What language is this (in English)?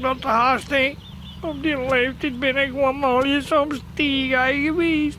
Western Frisian